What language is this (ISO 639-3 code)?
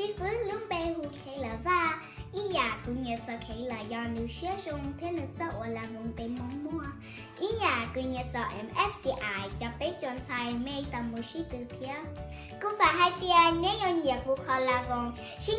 hmn